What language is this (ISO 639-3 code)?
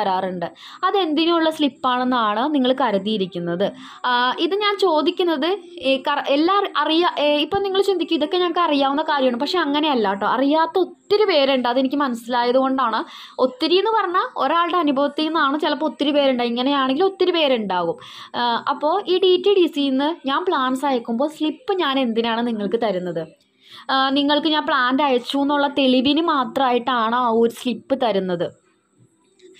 mal